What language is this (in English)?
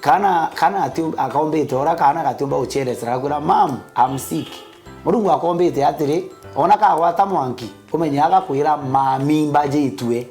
Meru